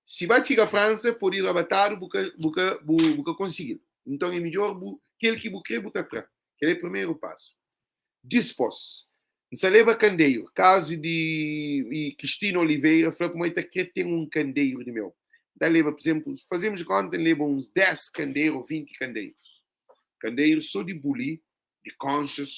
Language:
Kabuverdianu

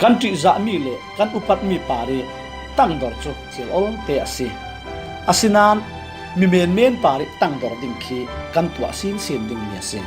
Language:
Falam Chin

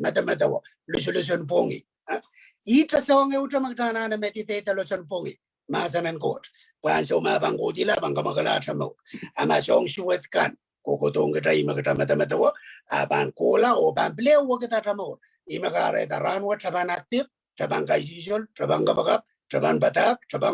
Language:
Pohnpeian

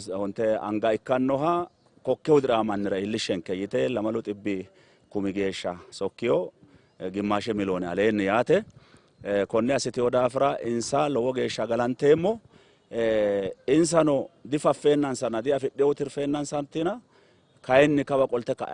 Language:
Sidamo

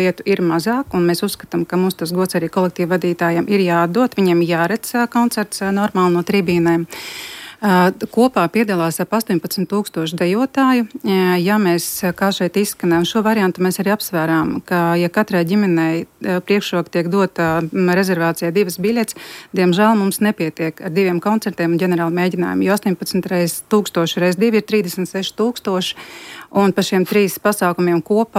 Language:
Latvian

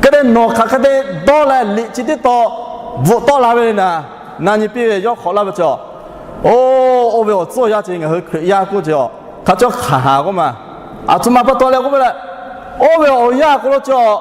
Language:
Lahu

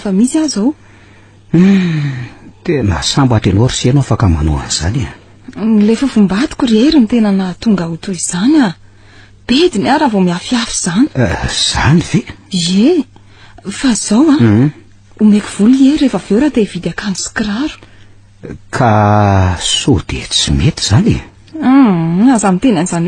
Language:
Malagasy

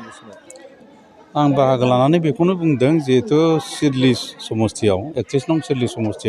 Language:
Bodo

